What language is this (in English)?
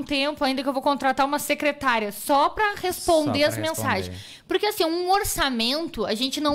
Portuguese